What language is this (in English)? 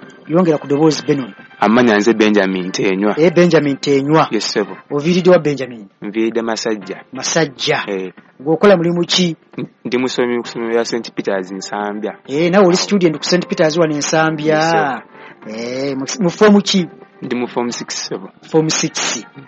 Ganda